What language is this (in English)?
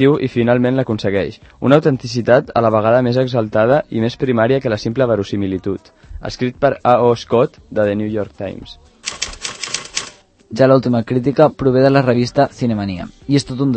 Catalan